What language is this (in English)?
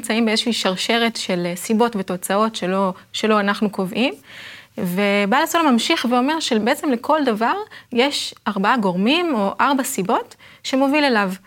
Hebrew